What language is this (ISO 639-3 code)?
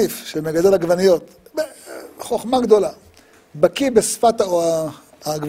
heb